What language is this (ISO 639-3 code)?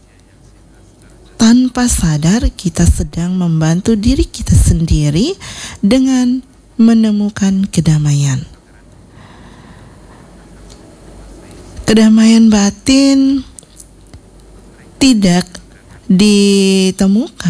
ind